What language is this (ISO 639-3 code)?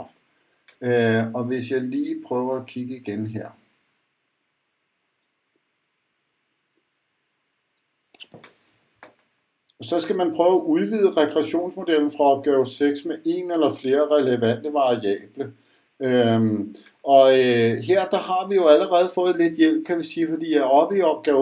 dan